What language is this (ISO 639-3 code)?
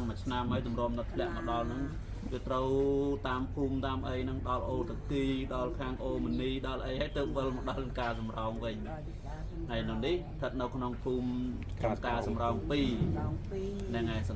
khm